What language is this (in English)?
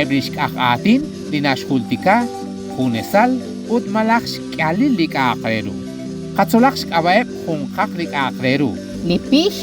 Kekchí